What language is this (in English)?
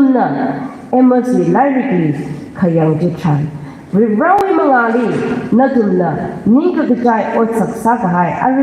Tangkhul Naga (India)